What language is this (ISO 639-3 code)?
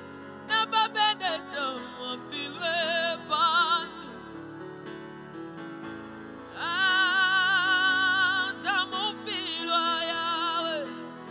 bem